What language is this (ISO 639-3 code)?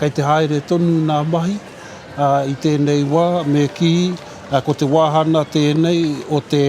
mri